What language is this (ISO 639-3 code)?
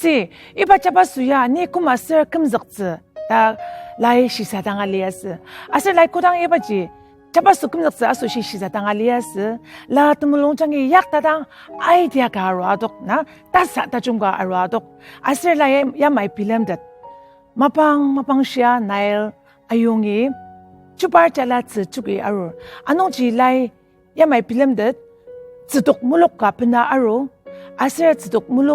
njo